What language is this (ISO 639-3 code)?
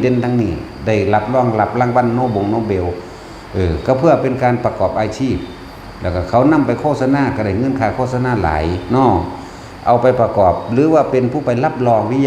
tts